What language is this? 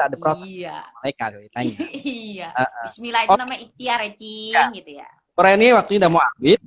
Betawi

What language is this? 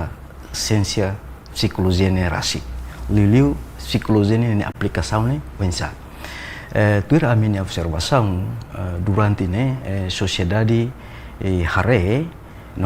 Tetum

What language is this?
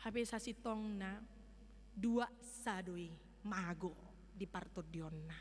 Batak Toba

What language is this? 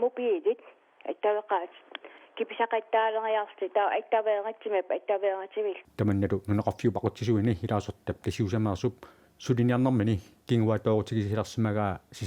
Kalaallisut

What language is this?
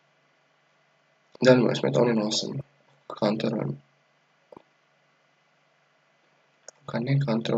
Croatian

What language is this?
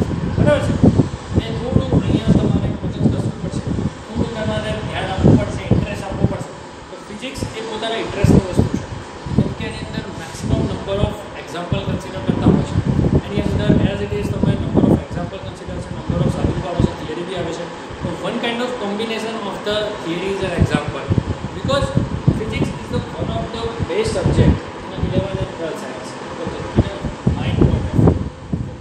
Gujarati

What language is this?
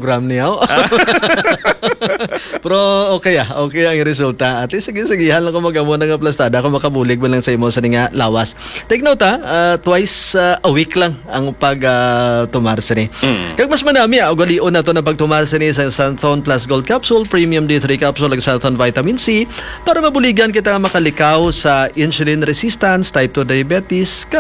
Hiligaynon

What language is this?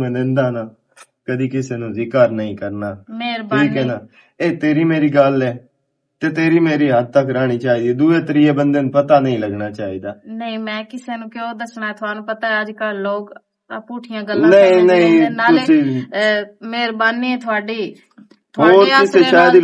Western Panjabi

